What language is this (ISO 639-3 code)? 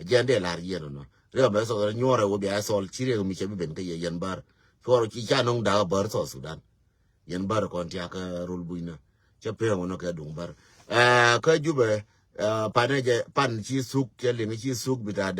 nus